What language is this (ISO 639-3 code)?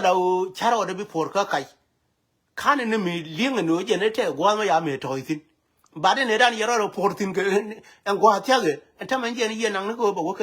nus